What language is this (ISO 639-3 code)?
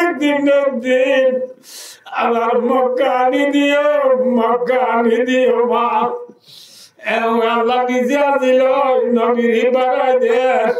rhg